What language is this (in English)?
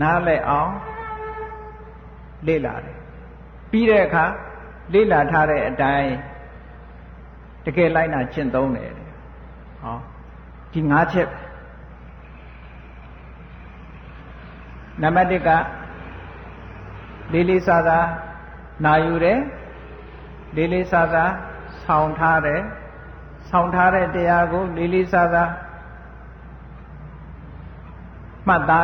Burmese